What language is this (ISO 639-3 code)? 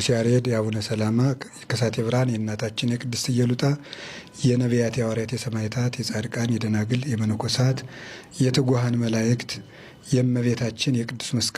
amh